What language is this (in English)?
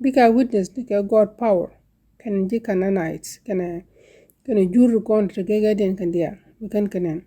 Nuer